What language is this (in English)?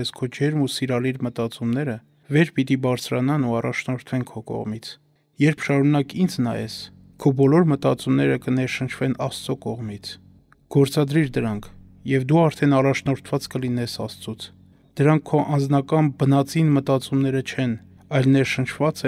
Armenian